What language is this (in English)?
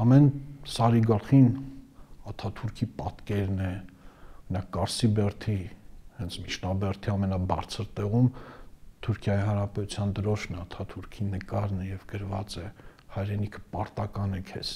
Armenian